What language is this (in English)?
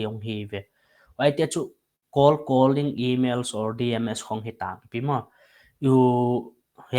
Paite Chin